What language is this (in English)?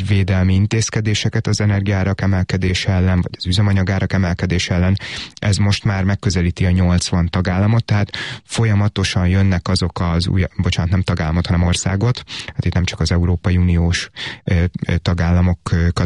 Hungarian